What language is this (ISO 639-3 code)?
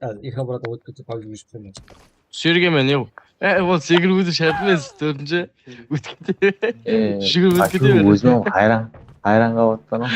kaa